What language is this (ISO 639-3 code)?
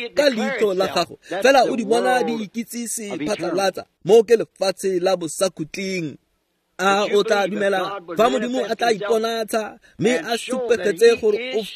tsn